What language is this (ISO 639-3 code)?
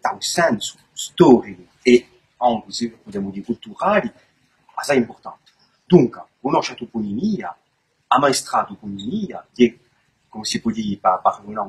cos